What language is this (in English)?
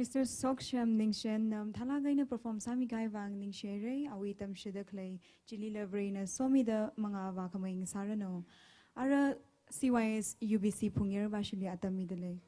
Tangkhul Naga (India)